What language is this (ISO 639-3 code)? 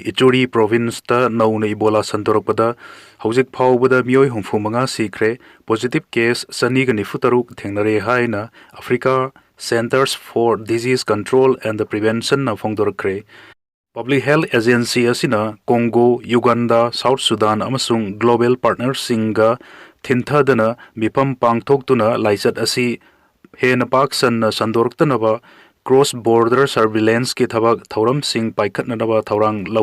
mni